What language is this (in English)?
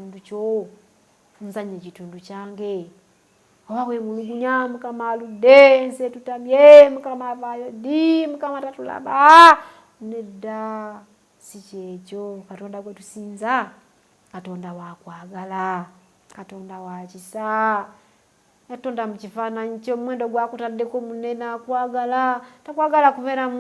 Ganda